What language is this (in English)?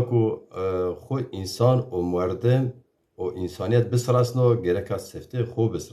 Zaza